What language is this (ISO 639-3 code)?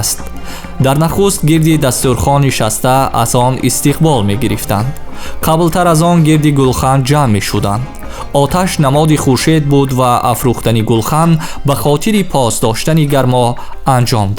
tgk